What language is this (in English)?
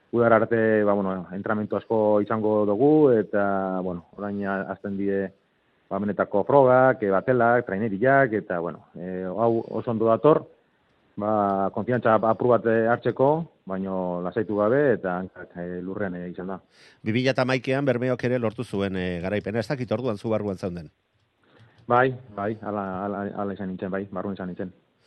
Basque